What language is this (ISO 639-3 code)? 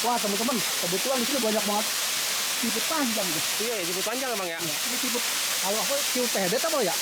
bew